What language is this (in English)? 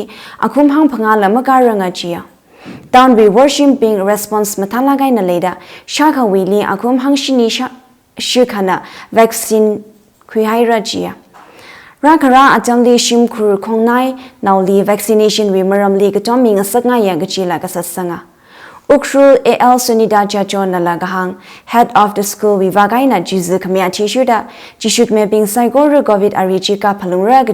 Tangkhul Naga (India)